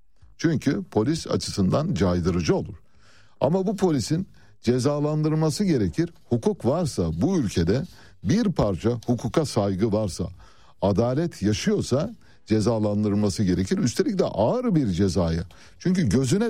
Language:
Turkish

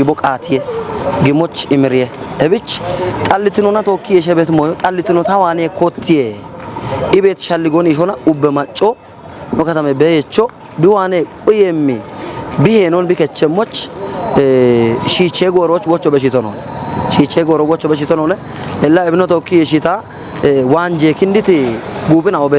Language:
Kafa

